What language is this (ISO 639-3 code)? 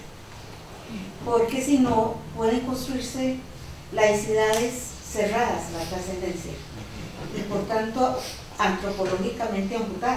spa